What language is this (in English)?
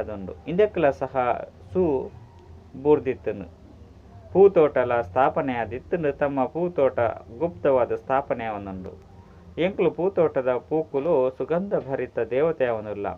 Tulu